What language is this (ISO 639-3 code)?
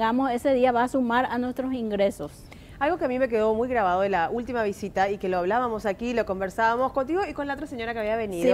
spa